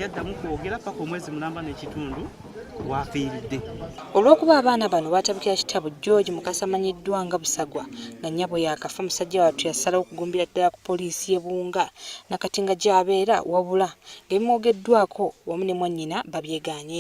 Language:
Ganda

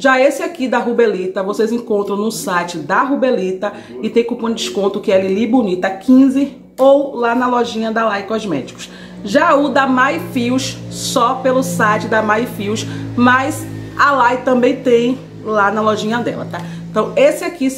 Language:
Portuguese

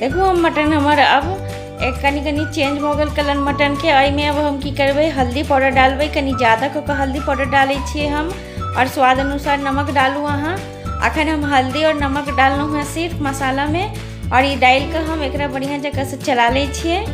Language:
Maithili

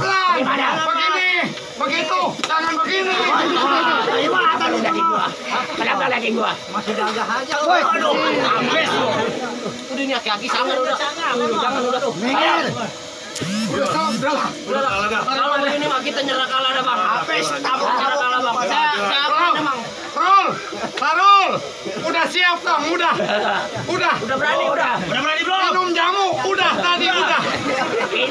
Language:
Betawi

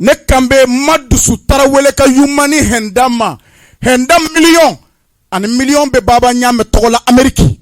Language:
Bambara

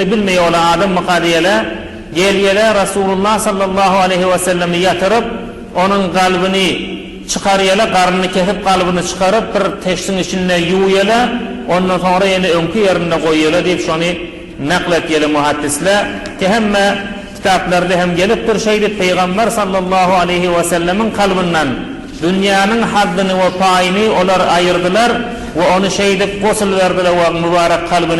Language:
Turkmen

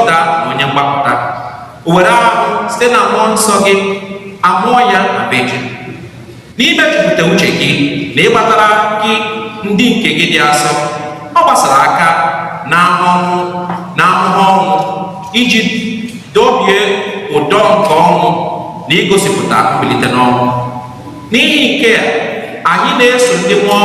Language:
Igbo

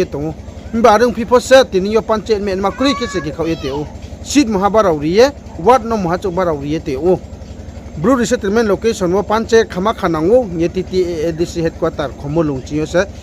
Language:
Riang (India)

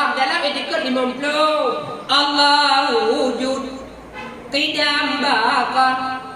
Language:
Achinese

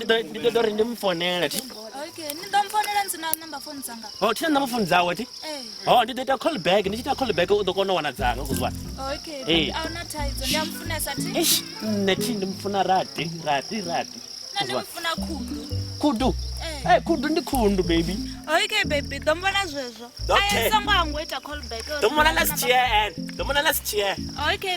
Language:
Venda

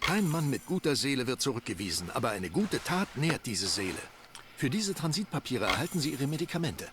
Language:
Bavarian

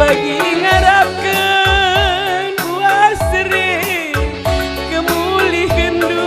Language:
Batak Karo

